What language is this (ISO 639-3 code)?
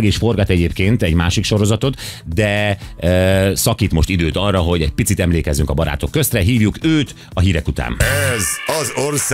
hun